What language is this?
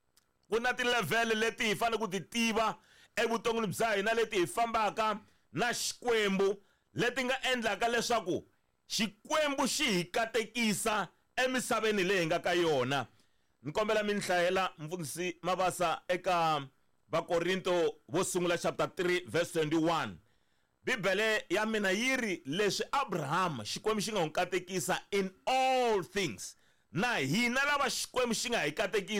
Tsonga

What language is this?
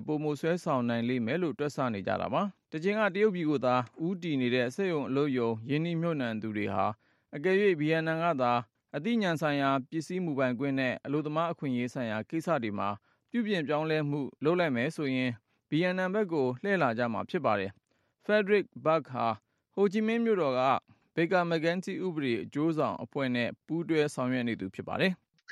Burmese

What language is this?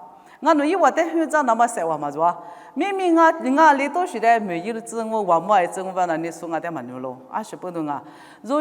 Lisu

